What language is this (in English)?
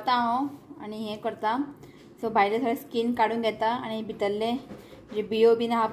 Konkani